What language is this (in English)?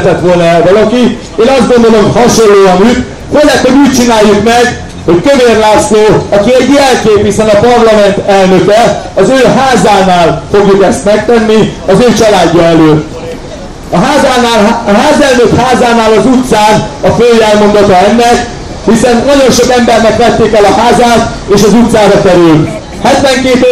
Hungarian